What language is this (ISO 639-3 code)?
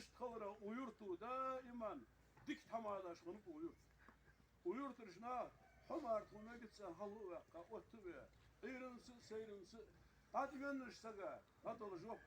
inh